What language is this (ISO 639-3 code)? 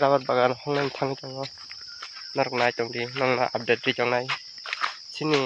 trp